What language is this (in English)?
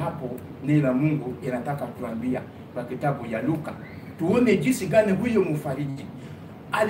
Swahili